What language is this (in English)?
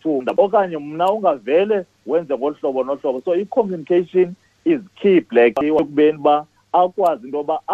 Xhosa